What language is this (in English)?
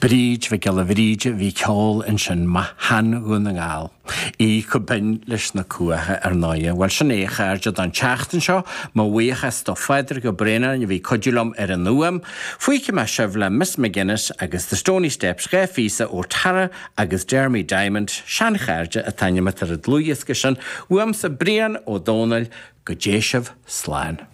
Irish